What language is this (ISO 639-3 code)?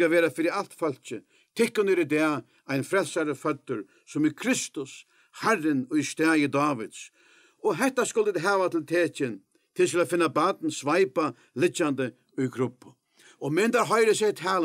fao